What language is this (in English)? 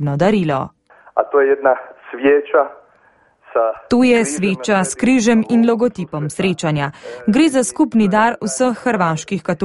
Slovenian